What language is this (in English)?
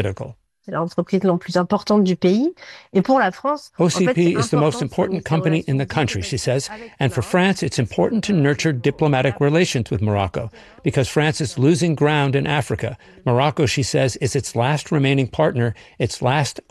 English